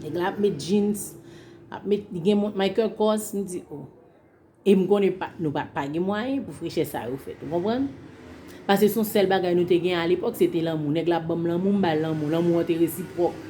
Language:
Haitian Creole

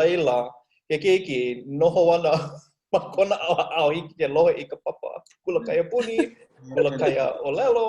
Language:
Hawaiian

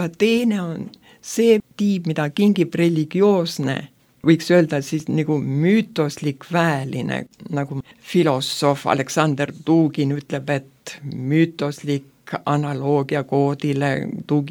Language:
Estonian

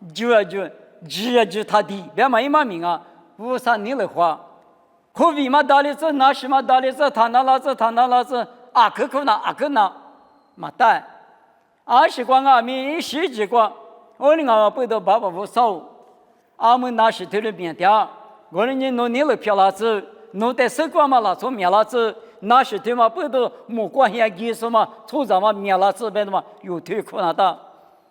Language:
Lisu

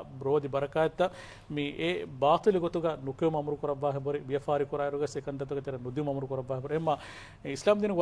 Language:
Divehi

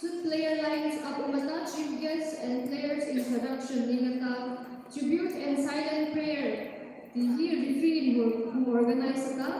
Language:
Hmar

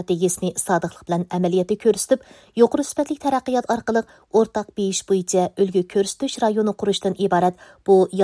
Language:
Uyghur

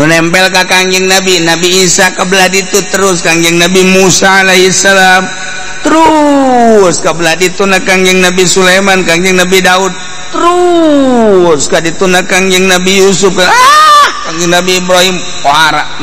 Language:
Sundanese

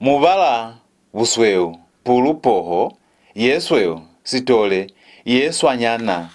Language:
Lozi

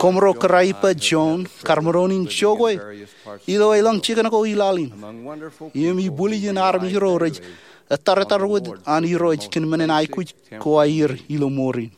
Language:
Marshallese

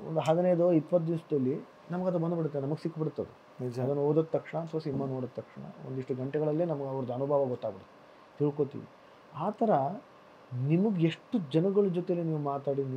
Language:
Kannada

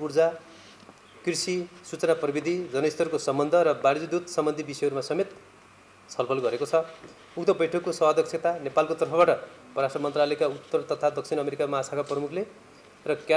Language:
Nepali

